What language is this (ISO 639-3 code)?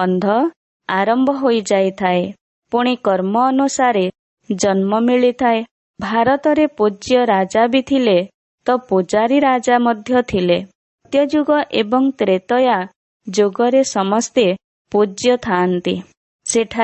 ori